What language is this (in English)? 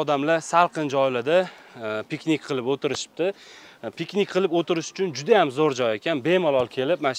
Uzbek